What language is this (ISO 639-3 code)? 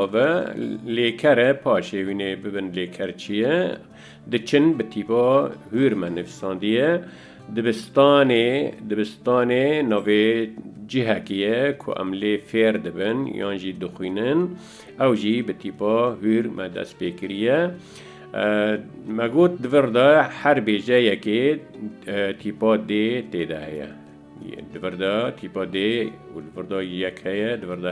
kur